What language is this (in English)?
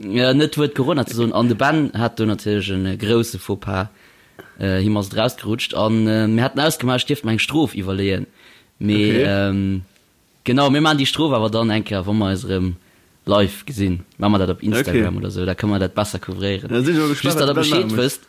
Luxembourgish